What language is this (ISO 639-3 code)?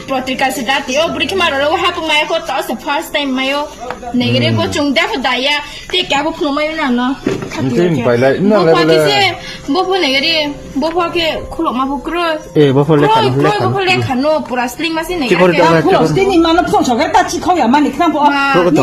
trp